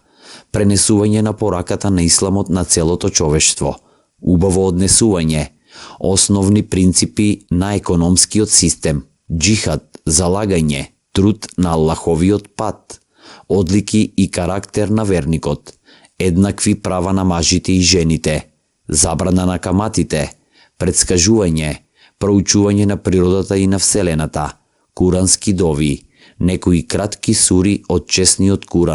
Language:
Macedonian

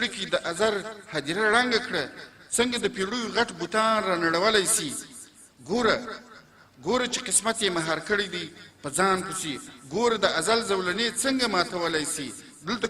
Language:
Pashto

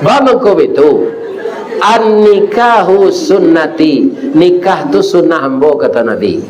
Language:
Minangkabau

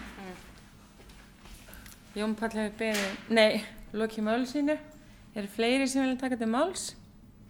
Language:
Icelandic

